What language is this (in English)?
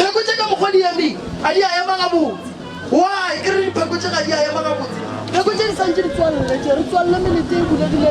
Northern Sotho